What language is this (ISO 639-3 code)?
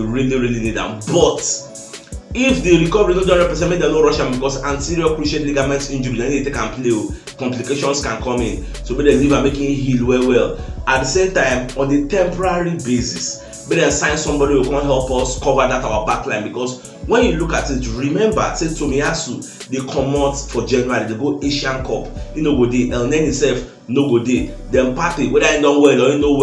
pcm